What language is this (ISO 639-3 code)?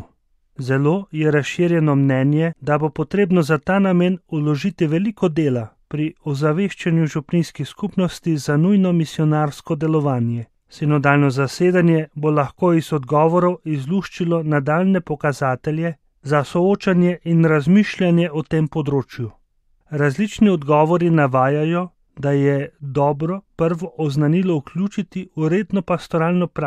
slv